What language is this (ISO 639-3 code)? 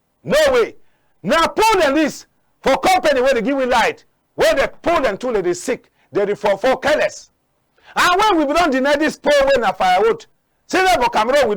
wes